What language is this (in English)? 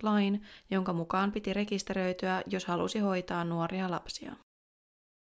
Finnish